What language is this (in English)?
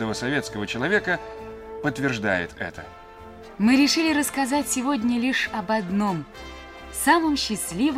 Russian